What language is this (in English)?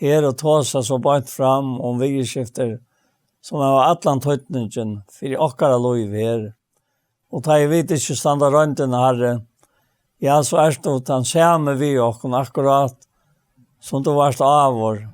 Faroese